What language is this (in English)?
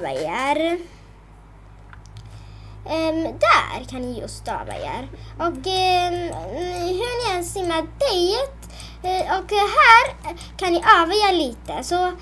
Swedish